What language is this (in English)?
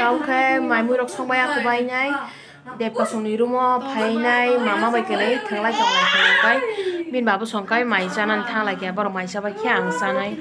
Kok Borok